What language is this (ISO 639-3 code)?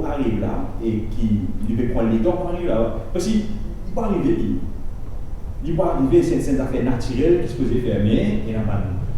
mfe